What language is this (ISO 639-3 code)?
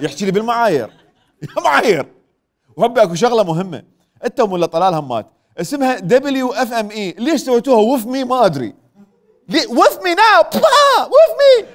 acm